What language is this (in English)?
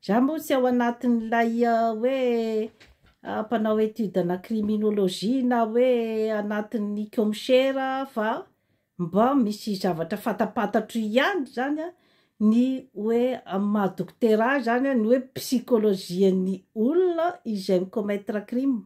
Malagasy